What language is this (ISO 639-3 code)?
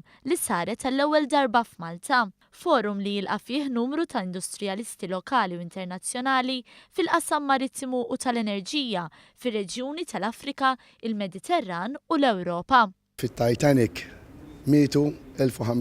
mlt